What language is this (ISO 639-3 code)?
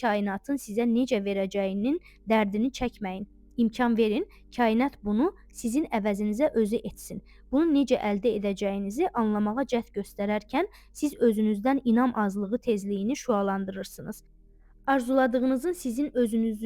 aze